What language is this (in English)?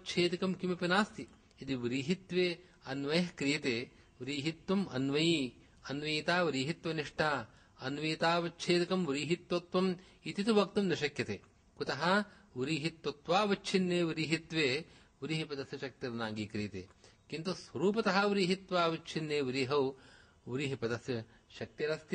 Sanskrit